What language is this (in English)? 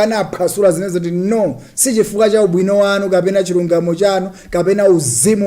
Nyanja